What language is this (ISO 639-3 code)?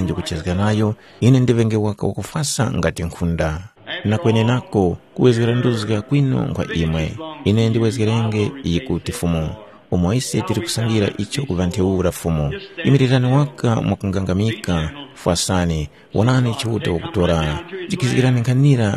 tum